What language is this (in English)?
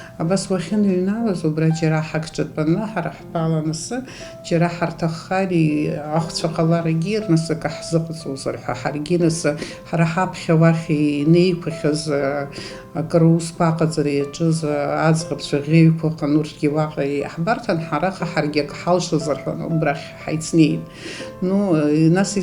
Abkhazian